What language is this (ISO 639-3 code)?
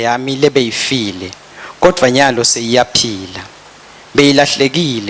ssw